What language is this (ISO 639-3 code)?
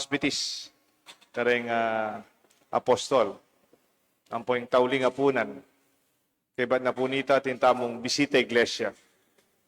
pam